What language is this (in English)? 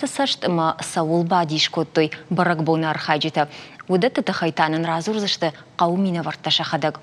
Ossetic